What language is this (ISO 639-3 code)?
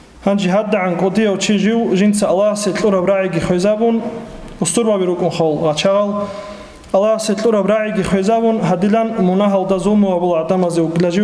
ava